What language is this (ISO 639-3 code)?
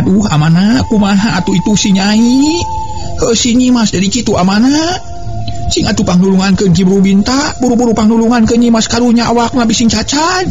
sun